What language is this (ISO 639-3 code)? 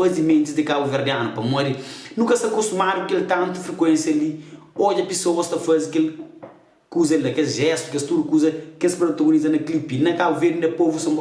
kea